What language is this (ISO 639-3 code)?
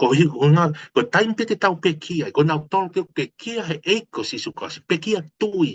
ton